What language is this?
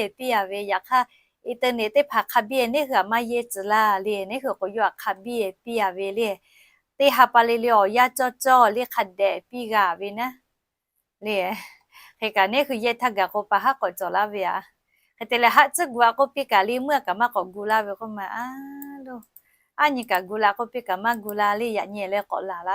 Lahu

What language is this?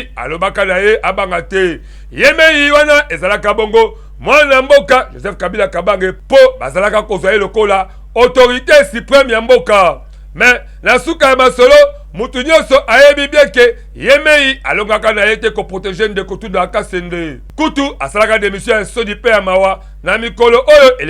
Lingala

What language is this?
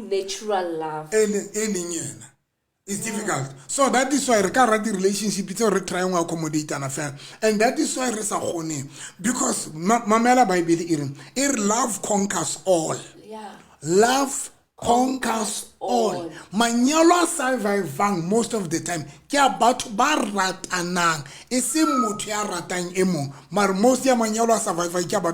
Southern Sotho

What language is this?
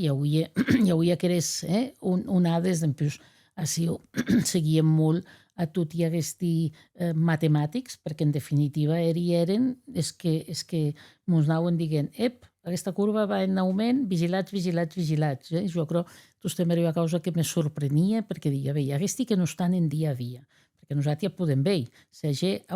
Occitan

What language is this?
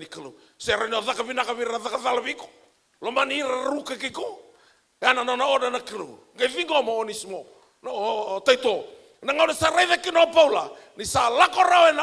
Fijian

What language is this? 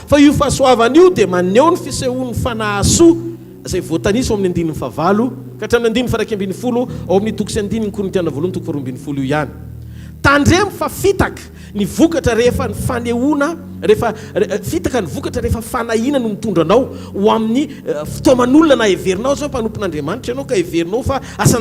Malagasy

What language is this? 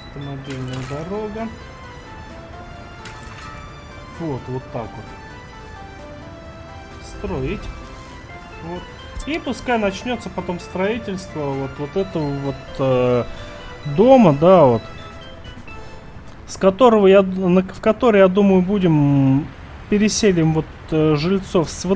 Russian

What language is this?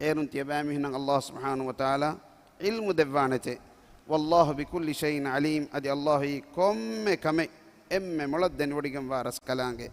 Divehi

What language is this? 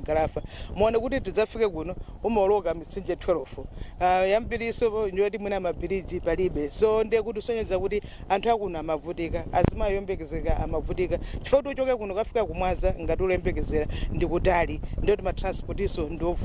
Nyanja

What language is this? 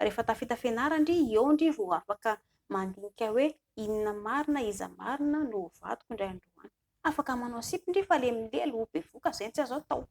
Malagasy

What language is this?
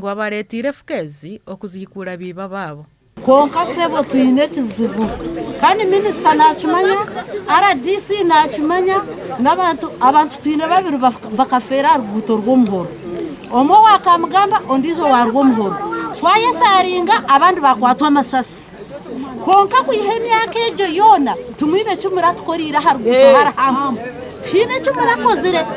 Nyankole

